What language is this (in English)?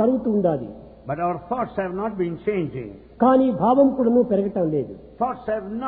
Telugu